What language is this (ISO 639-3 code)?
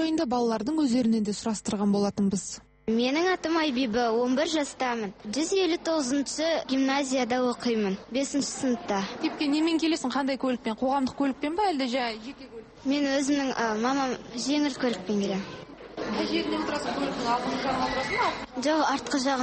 kaz